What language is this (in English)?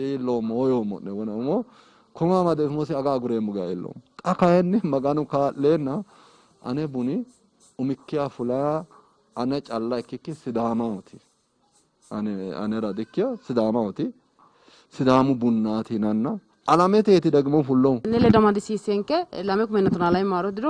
Sidamo